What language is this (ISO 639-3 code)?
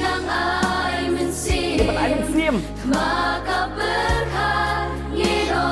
kha